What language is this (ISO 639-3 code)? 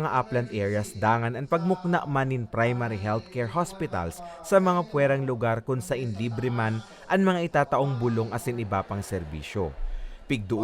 bik